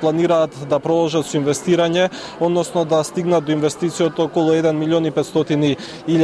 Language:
Macedonian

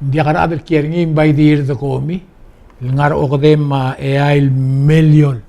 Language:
Palauan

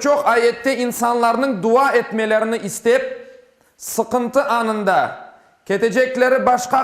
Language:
Crimean Tatar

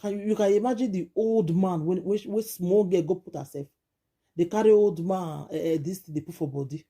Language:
Nigerian Pidgin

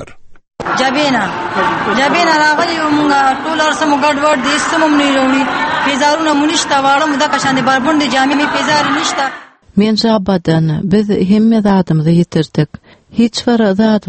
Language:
Turkmen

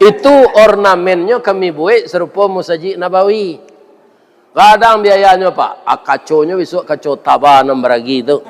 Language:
Minangkabau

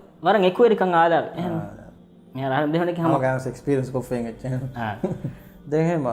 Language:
Divehi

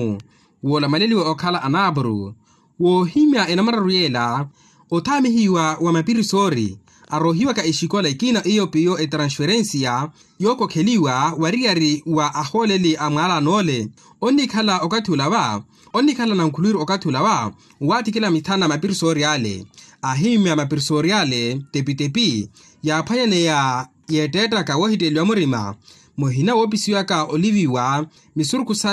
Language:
Makhuwa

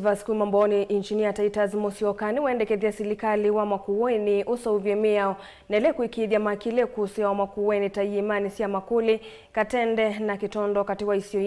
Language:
Kamba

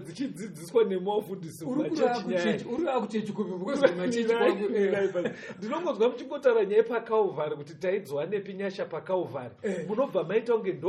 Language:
Shona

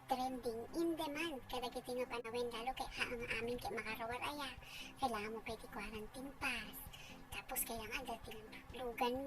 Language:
Iloko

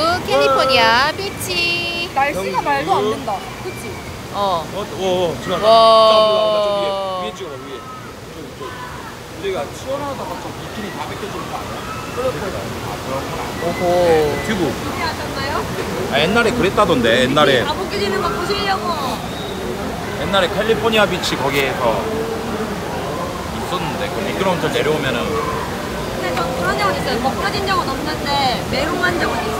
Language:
Korean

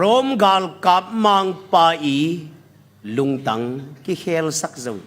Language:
Tedim Chin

